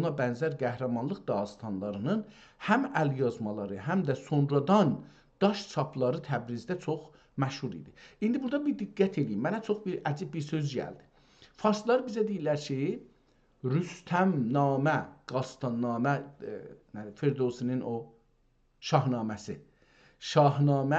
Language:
South Azerbaijani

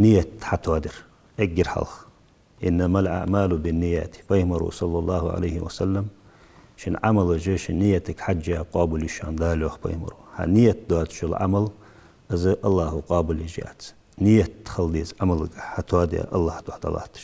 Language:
Ingush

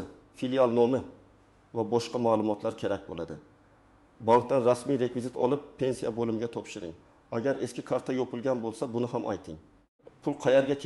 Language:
Uzbek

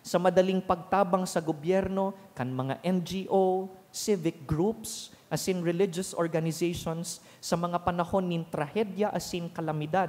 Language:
Bikol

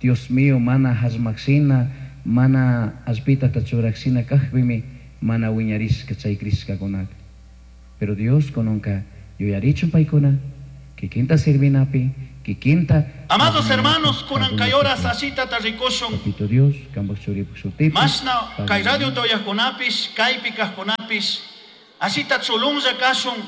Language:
Chimborazo Highland Quichua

